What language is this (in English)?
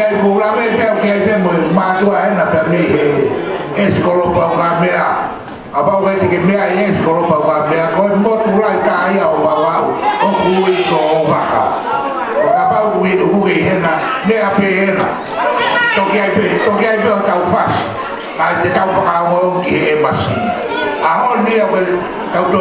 Tongan